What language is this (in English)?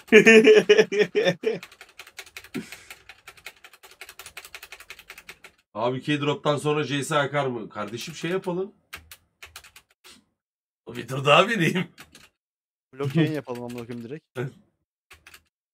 Turkish